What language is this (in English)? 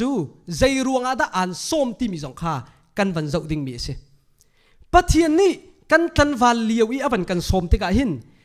Hakha Chin